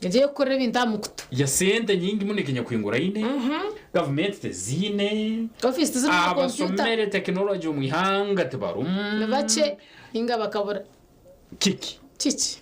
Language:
Nyankole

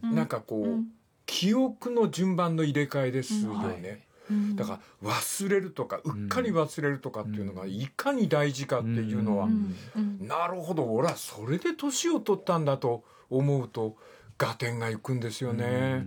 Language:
Japanese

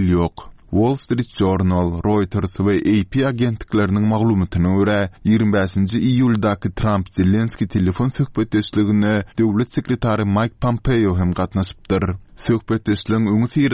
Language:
Turkmen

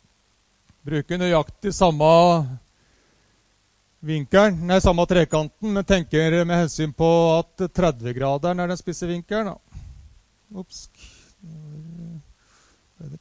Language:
Norwegian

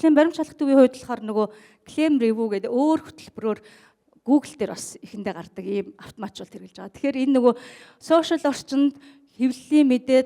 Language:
Mongolian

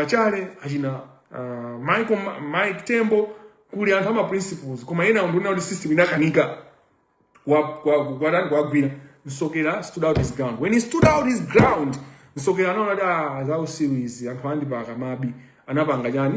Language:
Nyanja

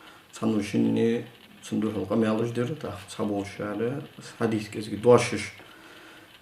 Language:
Ingush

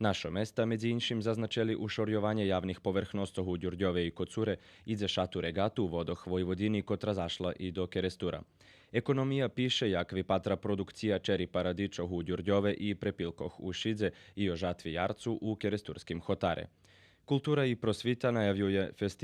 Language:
Rusyn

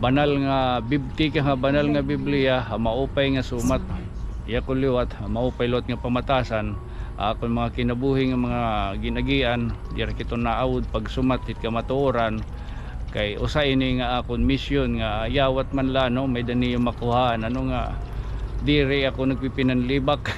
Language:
Waray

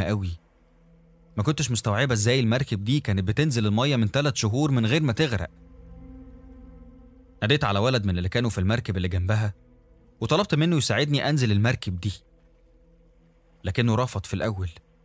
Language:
Egyptian Arabic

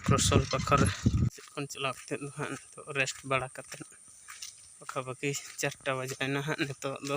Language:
Santali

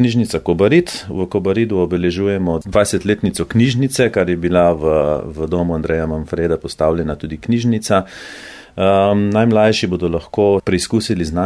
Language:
Slovenian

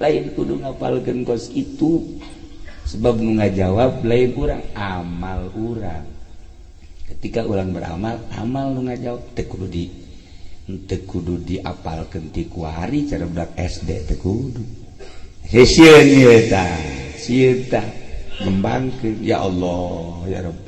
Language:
Sundanese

